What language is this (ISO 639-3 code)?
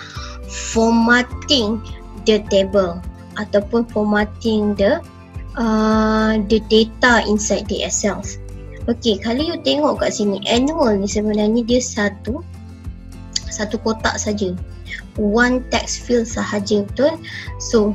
msa